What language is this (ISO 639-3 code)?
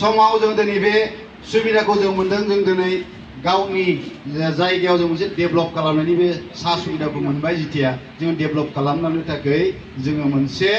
brx